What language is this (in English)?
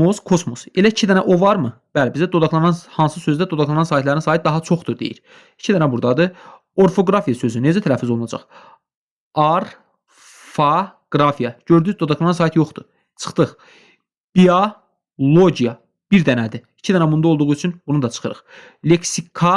Azerbaijani